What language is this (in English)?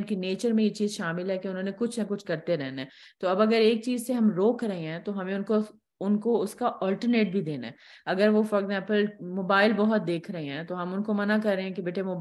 Urdu